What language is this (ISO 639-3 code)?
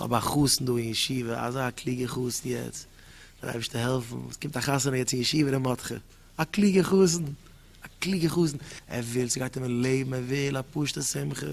yid